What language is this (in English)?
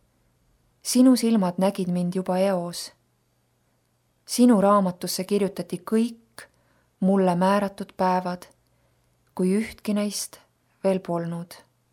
Estonian